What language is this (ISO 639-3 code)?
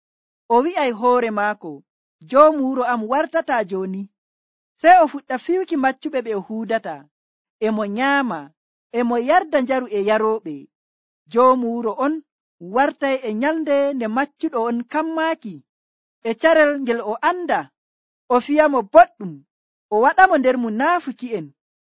fuv